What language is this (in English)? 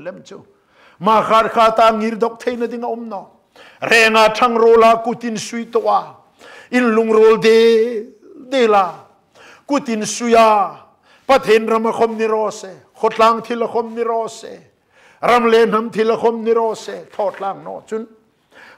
Hmar